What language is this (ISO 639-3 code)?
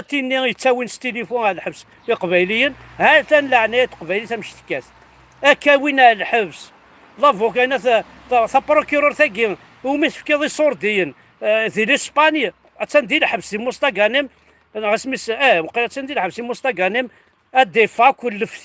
kab